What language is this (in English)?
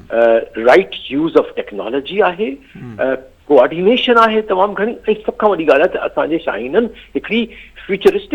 Sindhi